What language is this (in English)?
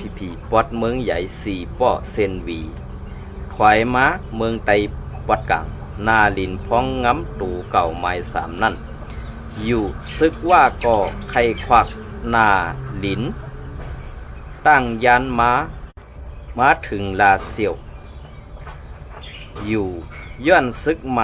Shan